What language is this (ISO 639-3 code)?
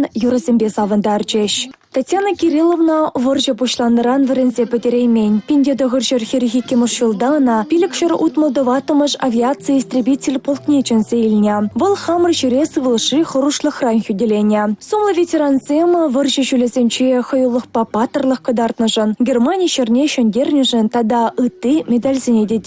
chv